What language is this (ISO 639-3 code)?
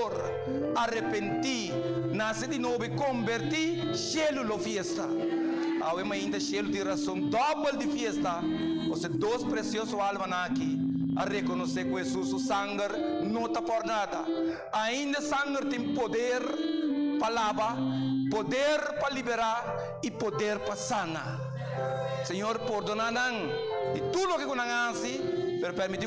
pap